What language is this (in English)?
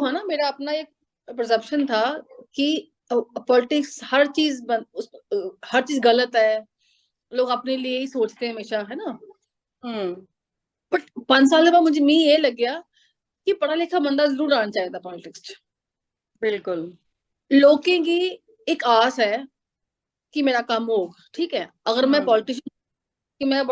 Dogri